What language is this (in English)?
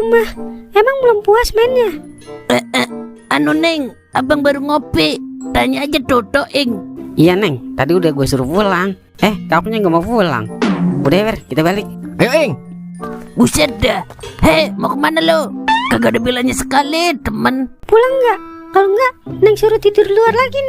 Betawi